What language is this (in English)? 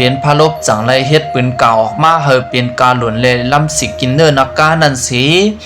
Shan